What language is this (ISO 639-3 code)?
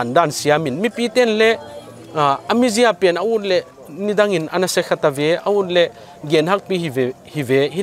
pck